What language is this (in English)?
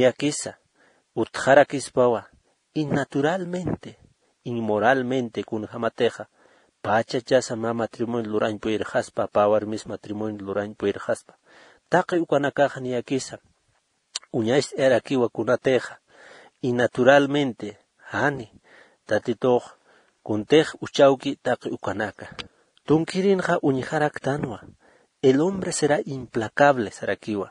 Aymara